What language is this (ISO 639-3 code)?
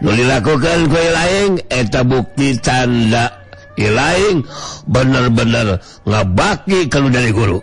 sun